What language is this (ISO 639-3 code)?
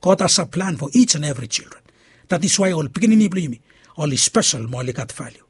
bis